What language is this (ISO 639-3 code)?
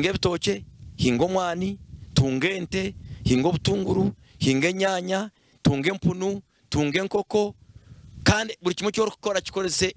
nyn